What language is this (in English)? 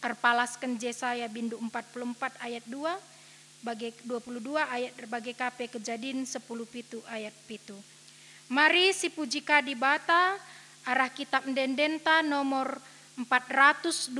Batak Karo